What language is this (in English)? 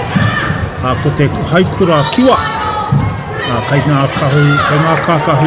Māori